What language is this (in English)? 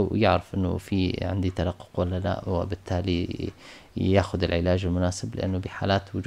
North Levantine Arabic